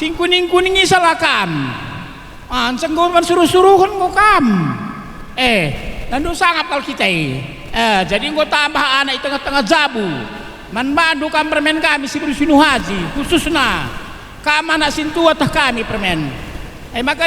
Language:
Batak Karo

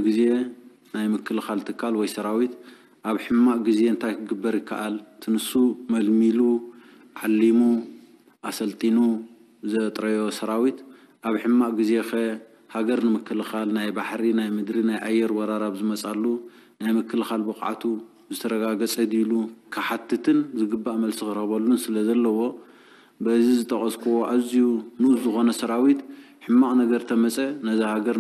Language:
Tigrinya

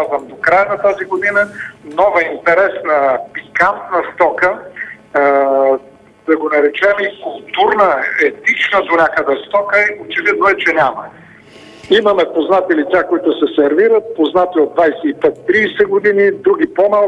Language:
Bulgarian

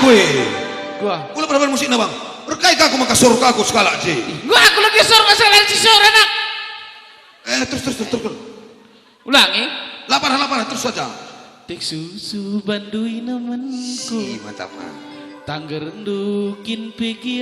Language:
Batak Karo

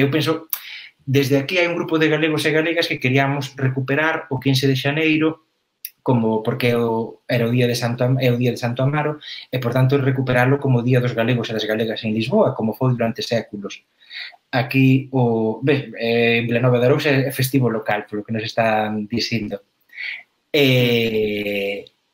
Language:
Galician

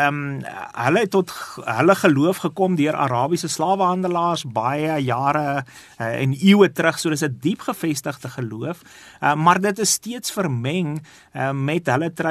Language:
Afrikaans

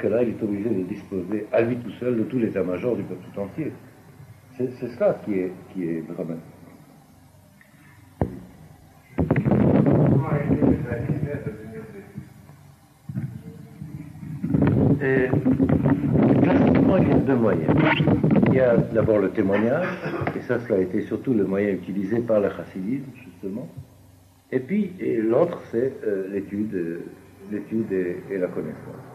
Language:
French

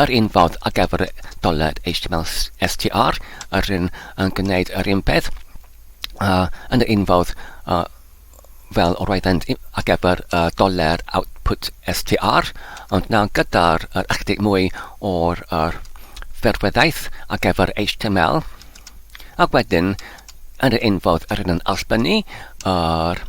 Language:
Welsh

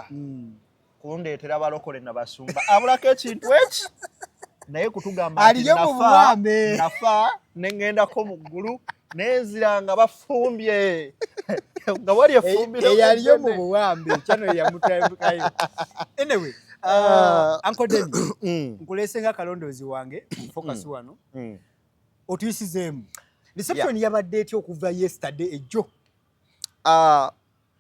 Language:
Ganda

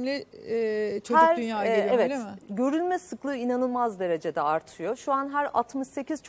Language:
Turkish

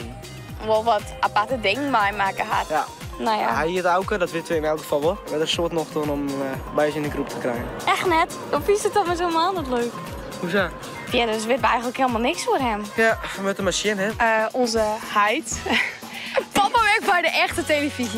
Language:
Western Frisian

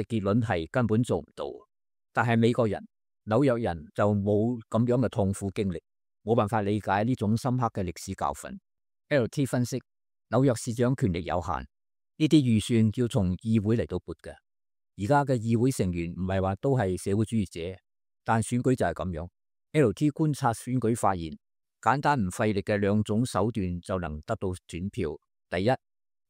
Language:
Cantonese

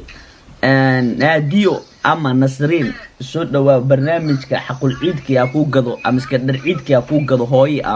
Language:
Somali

